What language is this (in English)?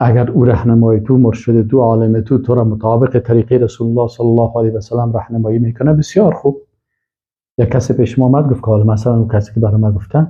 Persian